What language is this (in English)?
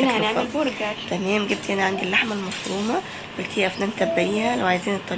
Egyptian Arabic